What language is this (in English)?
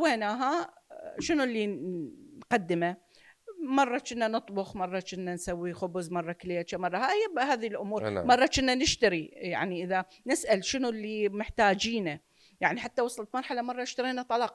Mesopotamian Arabic